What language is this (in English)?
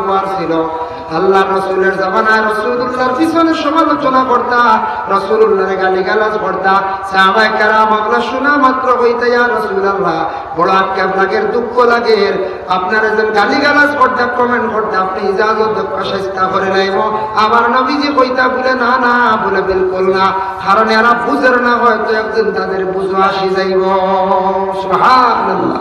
Sylheti